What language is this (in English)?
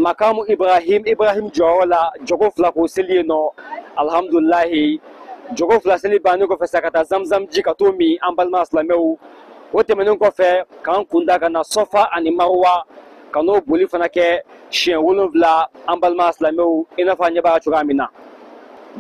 Bambara